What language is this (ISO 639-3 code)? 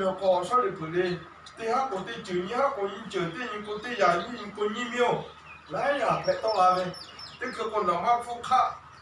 lhu